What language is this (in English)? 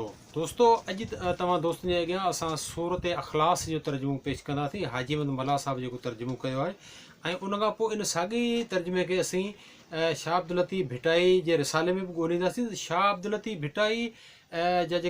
Sindhi